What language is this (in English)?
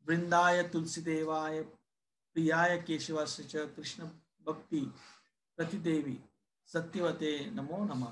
Konkani